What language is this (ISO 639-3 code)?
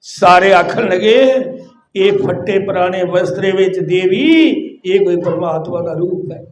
doi